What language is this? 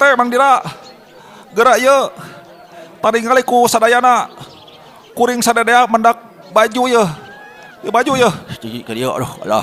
Sundanese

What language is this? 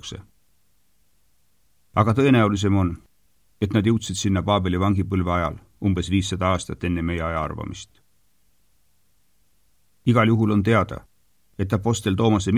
Estonian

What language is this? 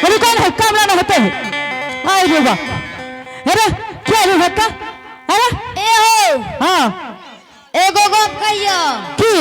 Angika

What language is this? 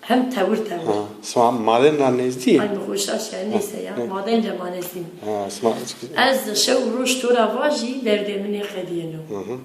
Zaza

